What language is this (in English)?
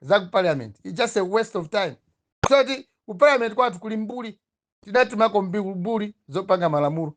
Nyanja